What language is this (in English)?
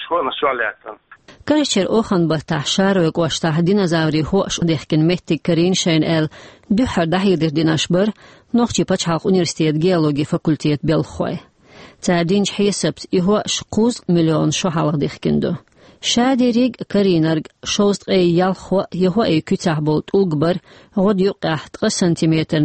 Chechen